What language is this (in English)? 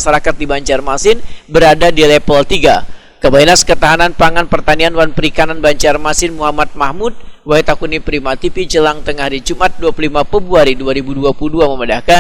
Banjar